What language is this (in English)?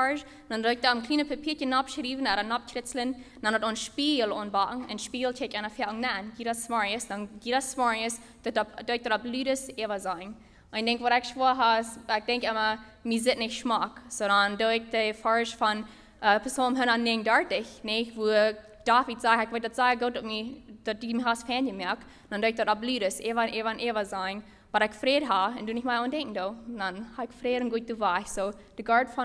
Plautdietsch